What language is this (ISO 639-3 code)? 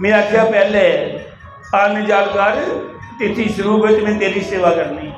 doi